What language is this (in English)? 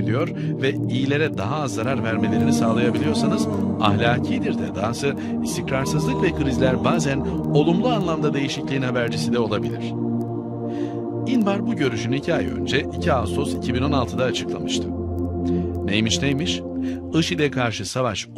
Turkish